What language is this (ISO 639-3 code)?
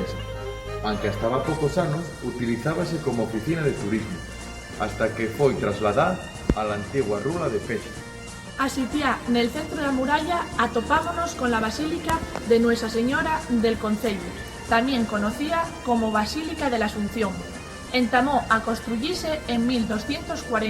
ast